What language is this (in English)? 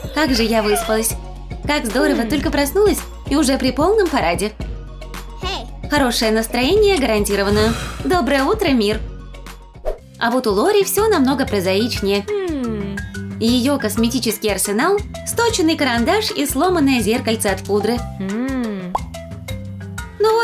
Russian